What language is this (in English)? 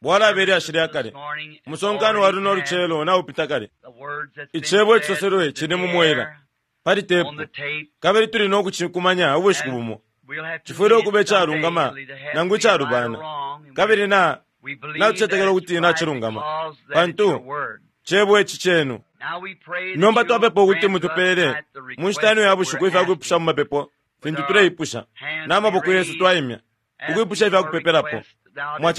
Bemba